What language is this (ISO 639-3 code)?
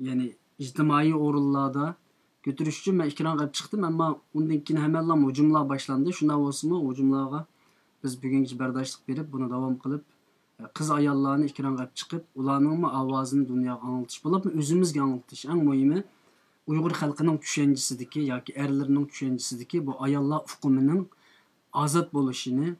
uig